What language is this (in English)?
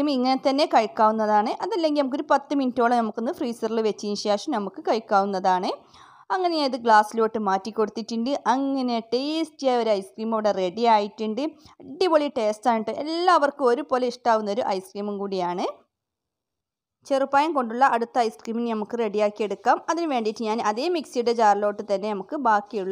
Malayalam